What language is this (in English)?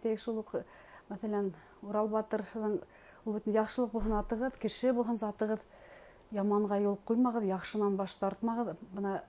Bashkir